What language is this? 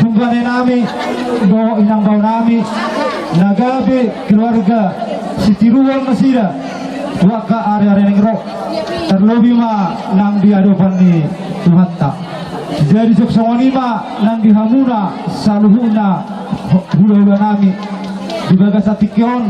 Batak Toba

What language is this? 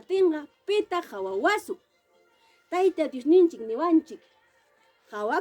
Ayacucho Quechua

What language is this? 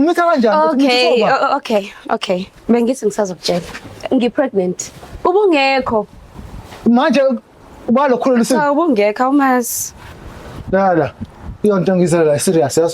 Zulu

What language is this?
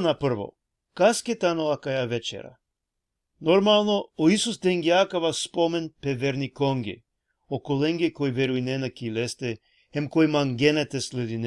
Balkan Romani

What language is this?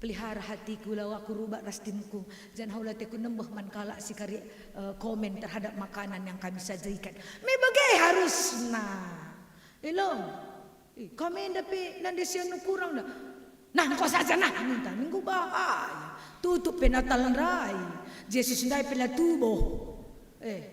Batak Karo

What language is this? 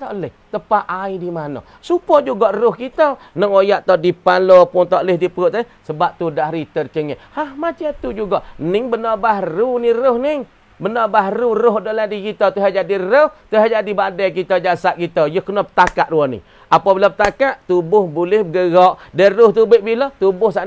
Malay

